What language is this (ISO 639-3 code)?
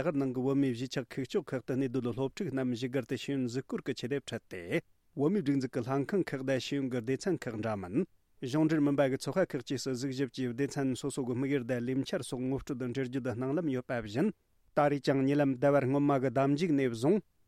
bod